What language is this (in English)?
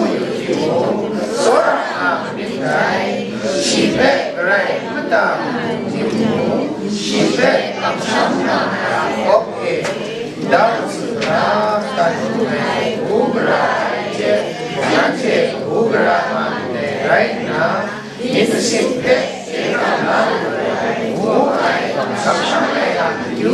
Kachin